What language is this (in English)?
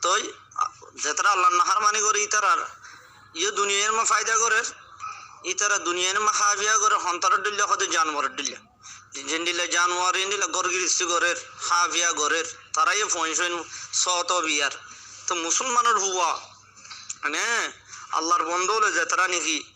Rohingya